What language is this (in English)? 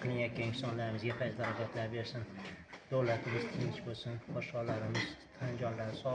Uzbek